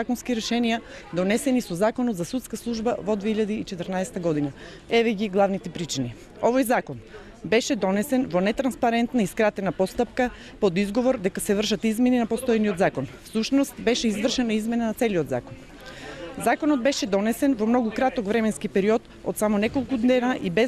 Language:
Macedonian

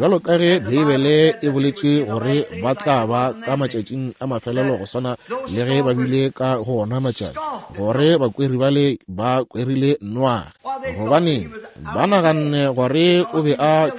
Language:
Northern Sotho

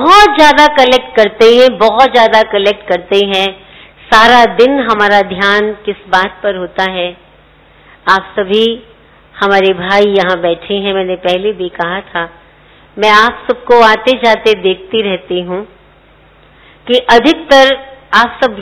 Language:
Hindi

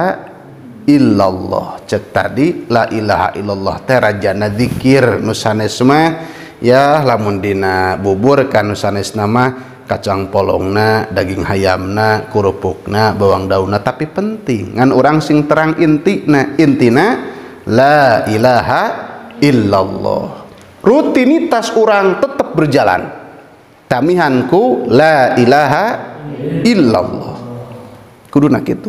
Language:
Sundanese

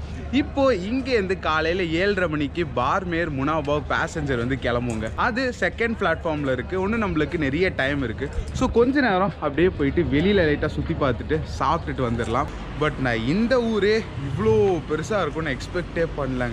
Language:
Tamil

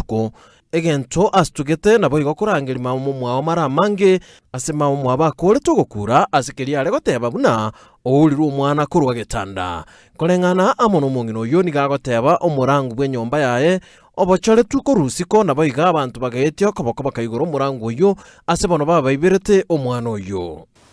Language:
Gusii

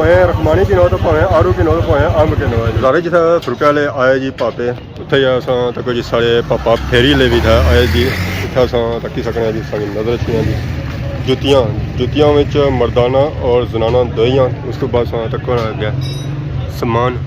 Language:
Pahari-Potwari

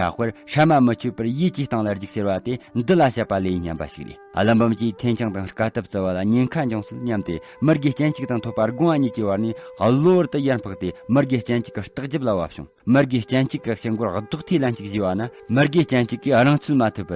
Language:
Tibetan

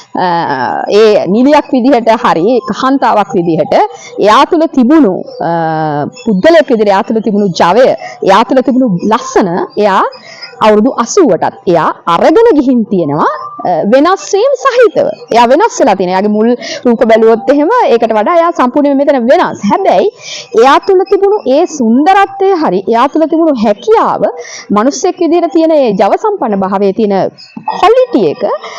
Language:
Sinhala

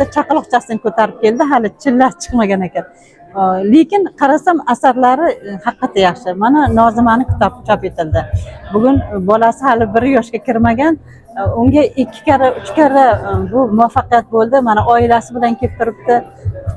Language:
Uzbek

